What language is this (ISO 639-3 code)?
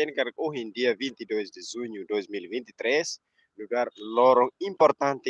tet